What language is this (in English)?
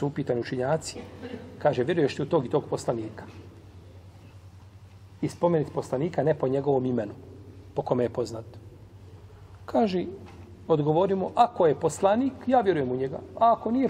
Bosnian